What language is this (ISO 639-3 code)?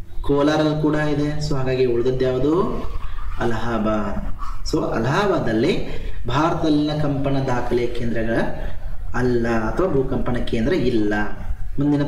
kan